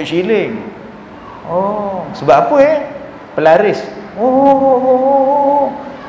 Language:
Malay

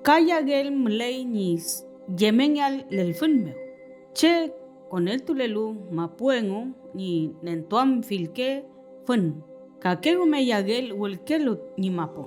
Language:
Mapuche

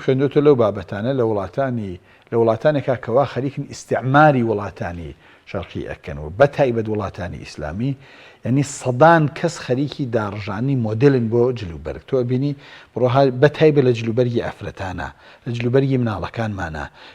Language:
Central Kurdish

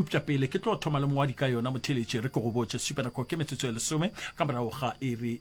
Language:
Northern Sotho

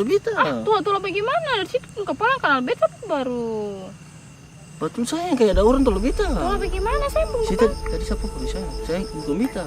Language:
Ambonese Malay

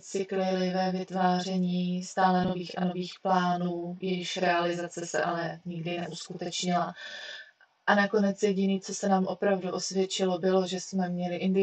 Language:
Czech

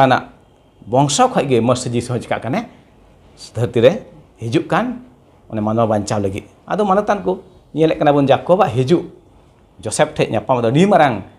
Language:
Santali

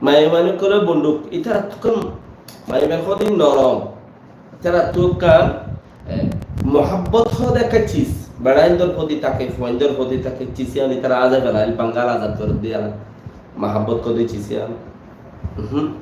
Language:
Rohingya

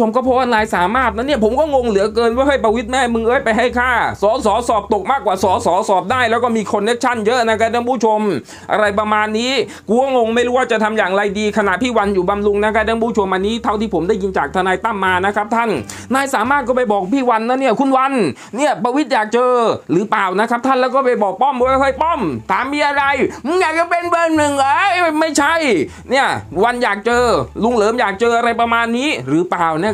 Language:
Thai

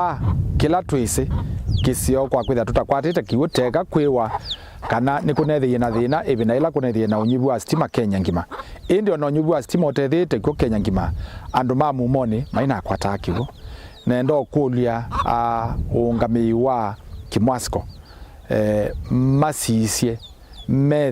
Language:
Kamba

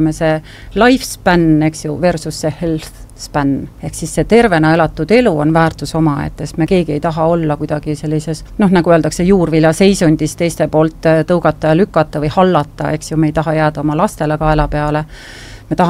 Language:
Estonian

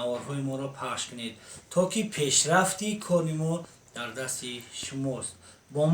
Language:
Tajik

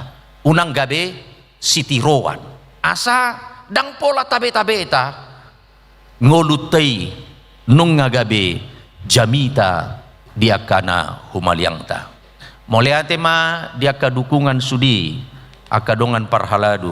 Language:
Batak Toba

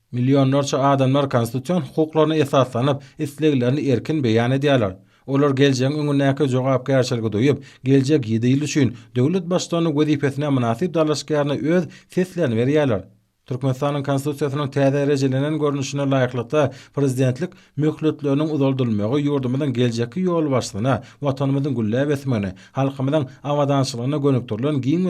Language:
Turkmen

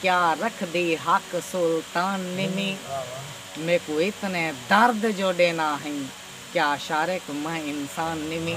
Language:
Saraiki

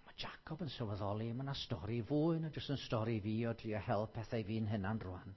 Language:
Welsh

